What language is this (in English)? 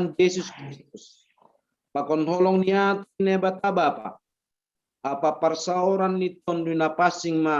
Batak Simalungun